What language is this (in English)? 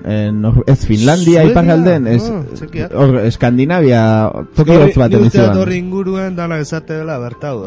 Basque